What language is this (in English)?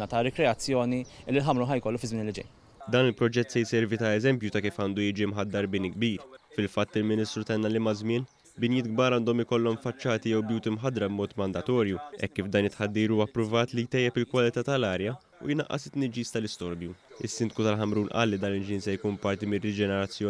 Maltese